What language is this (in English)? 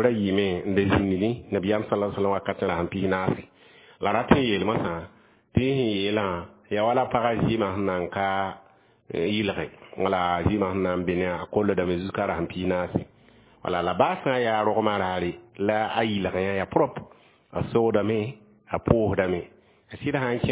Mossi